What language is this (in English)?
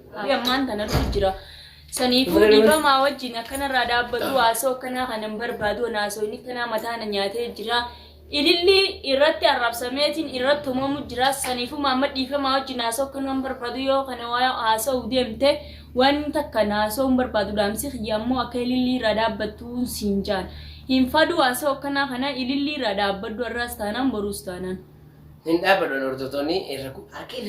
Oromo